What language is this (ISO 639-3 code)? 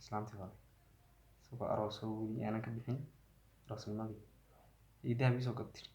som